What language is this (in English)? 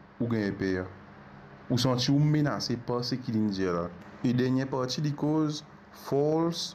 Morisyen